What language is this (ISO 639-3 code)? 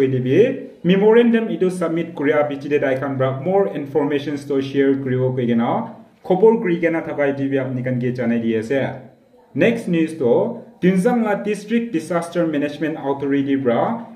nag